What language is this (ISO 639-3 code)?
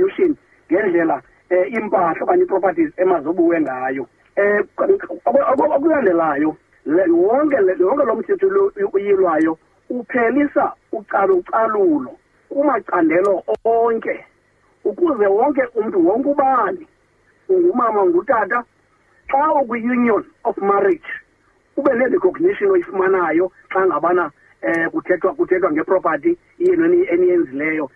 xho